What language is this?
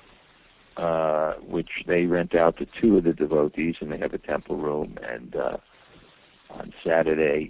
English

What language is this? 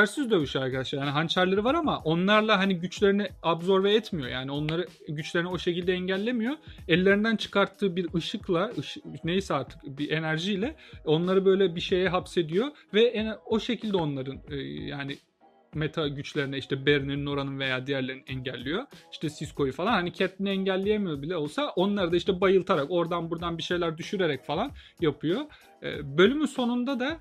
Turkish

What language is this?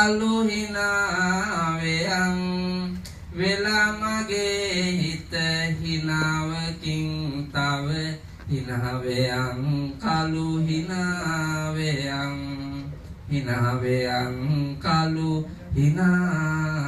Sinhala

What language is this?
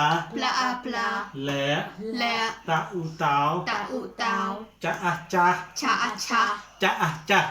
Mon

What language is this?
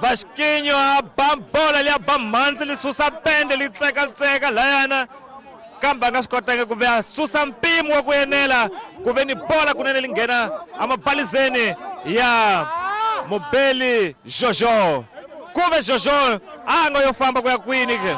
Tsonga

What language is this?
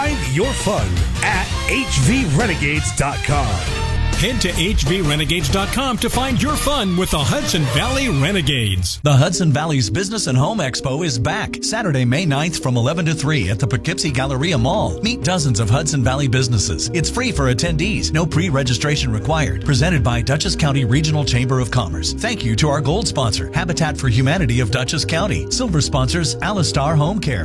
English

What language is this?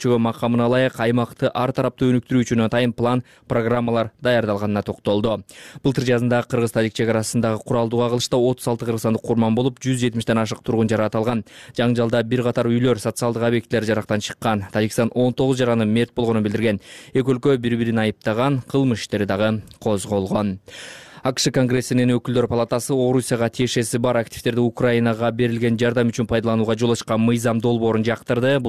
Kyrgyz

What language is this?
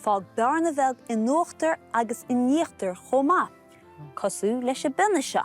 Irish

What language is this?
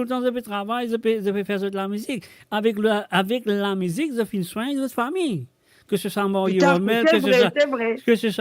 Morisyen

